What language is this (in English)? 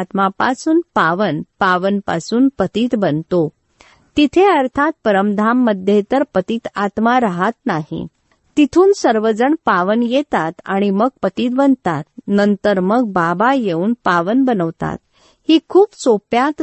Marathi